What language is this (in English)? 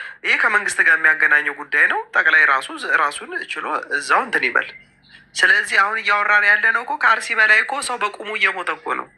Amharic